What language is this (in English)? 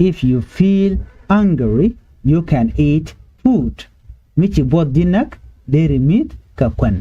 Nuer